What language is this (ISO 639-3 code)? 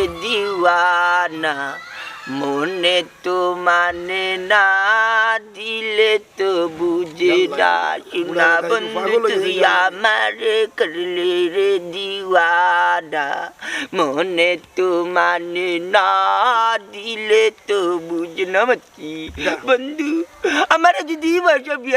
syl